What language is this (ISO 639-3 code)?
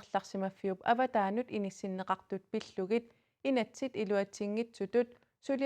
kal